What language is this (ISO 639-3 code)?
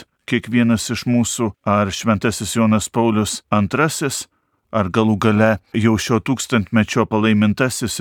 lit